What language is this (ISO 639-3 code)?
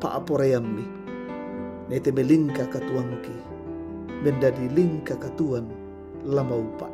sda